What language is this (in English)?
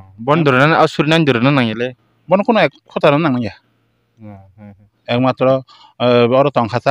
Kok Borok